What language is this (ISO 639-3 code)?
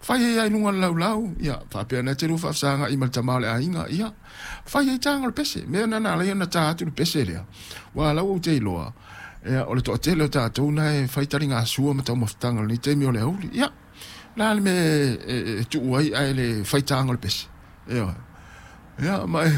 smo